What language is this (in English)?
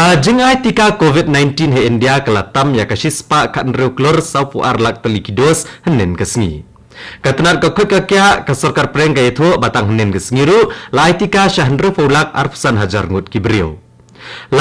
Khasi